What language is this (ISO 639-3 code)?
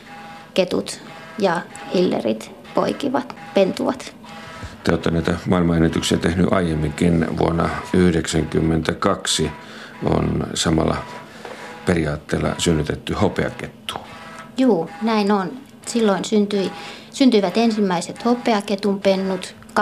fin